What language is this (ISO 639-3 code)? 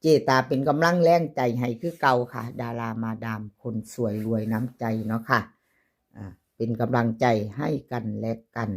tts